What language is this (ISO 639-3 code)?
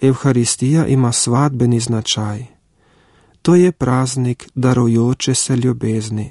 slv